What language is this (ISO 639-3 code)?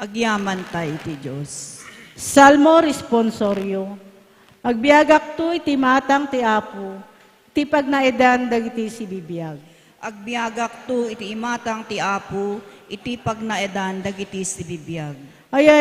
ilo